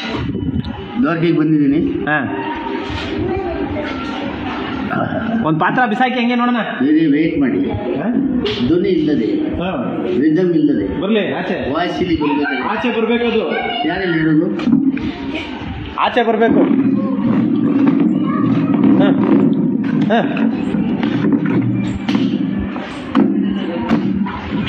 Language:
Kannada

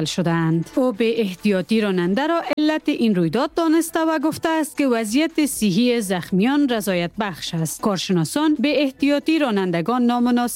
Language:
Persian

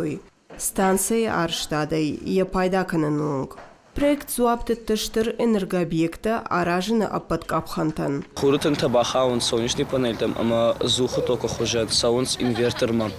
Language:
Ossetic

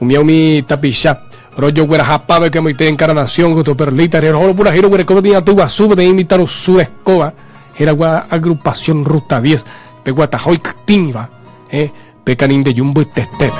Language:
Guarani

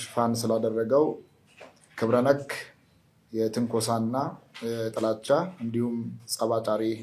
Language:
Amharic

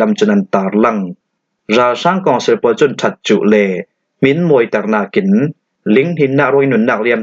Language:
Falam Chin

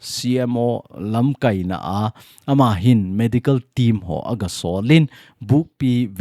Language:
Thado Chin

